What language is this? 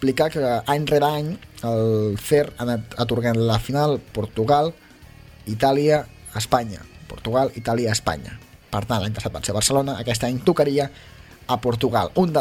Catalan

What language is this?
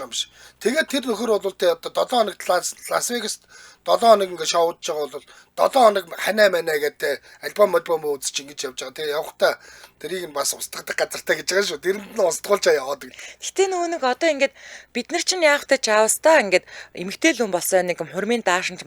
Mongolian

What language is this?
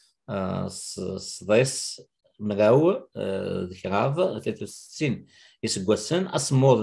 Kabyle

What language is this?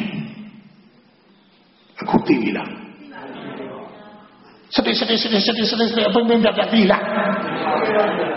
Burmese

